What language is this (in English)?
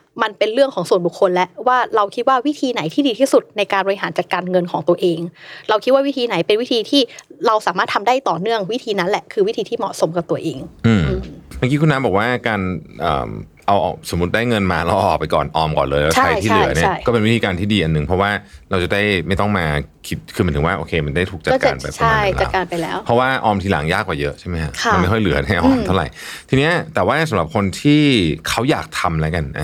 Thai